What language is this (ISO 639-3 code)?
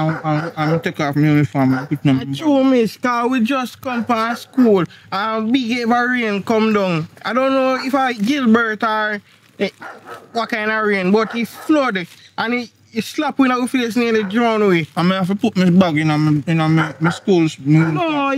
jam